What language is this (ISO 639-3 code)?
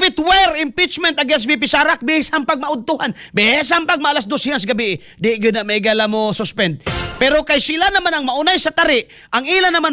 ceb